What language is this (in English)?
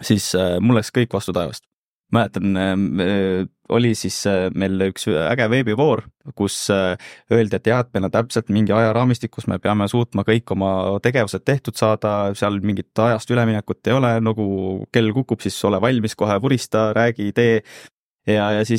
Estonian